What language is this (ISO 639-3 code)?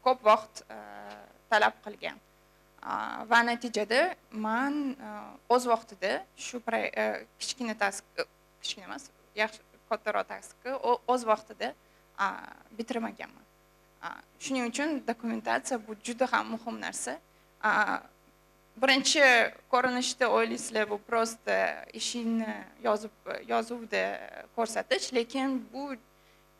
uzb